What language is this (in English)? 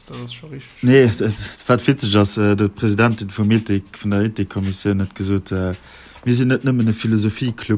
Luxembourgish